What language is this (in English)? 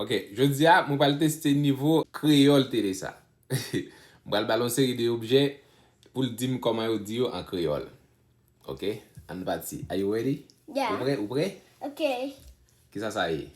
Haitian Creole